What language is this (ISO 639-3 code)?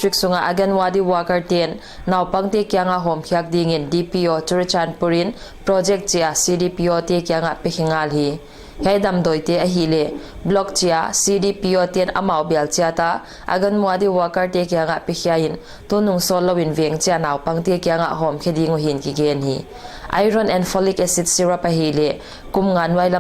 pck